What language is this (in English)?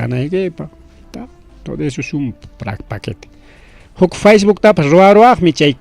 Ayacucho Quechua